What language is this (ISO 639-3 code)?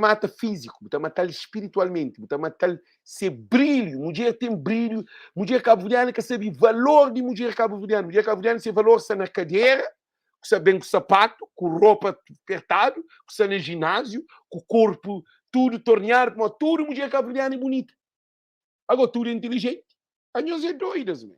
kea